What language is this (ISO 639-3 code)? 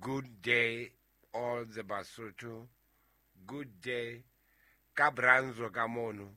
sot